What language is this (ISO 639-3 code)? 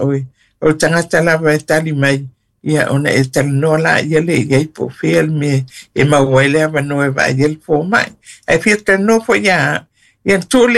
smo